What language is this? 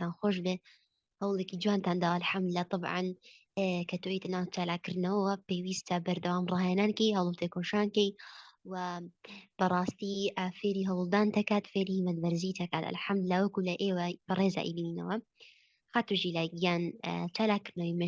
Central Kurdish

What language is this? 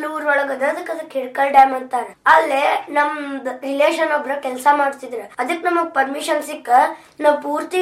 Kannada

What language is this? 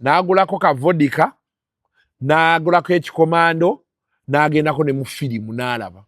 Ganda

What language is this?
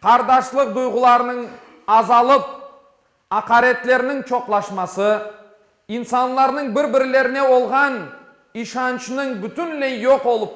Crimean Tatar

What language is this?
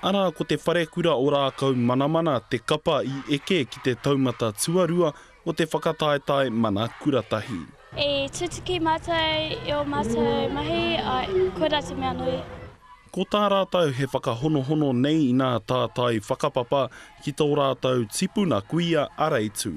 Māori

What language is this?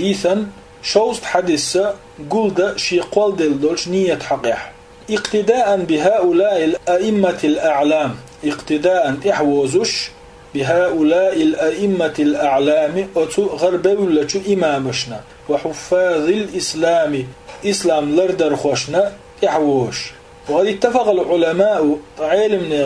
Chechen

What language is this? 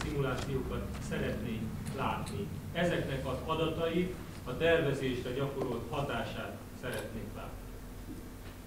Hungarian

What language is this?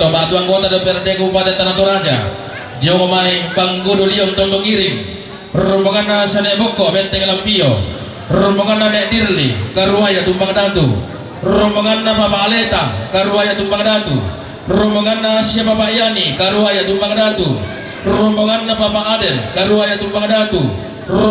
Toraja-Sa'dan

